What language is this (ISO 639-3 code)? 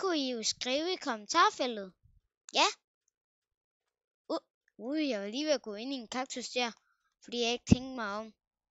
dan